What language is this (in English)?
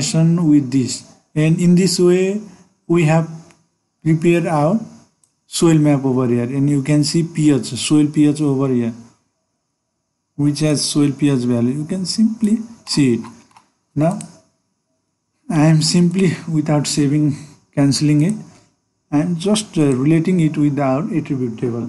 English